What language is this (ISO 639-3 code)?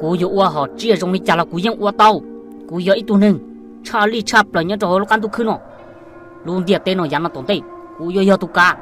hmn